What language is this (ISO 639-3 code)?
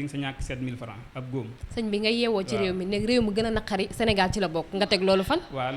wol